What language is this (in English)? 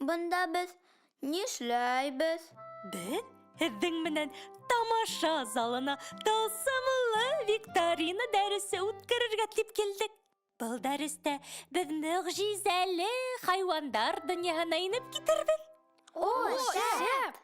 Bashkir